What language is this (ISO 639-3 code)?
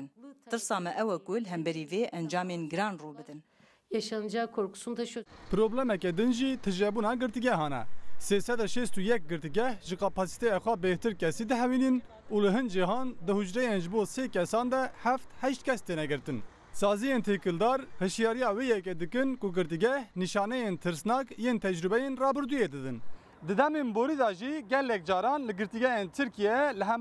kur